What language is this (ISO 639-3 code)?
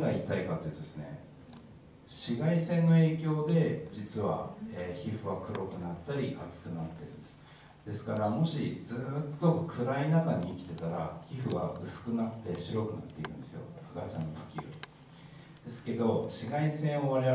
jpn